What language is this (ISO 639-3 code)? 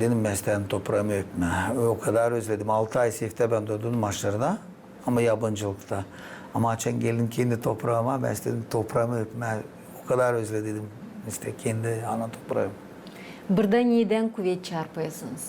gag